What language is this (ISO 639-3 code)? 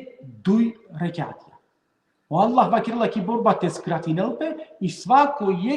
rmn